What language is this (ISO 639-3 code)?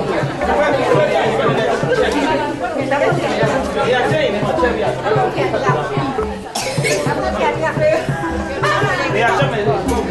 mya